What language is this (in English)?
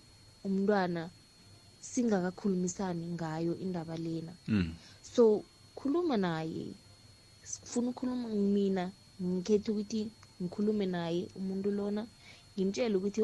South Ndebele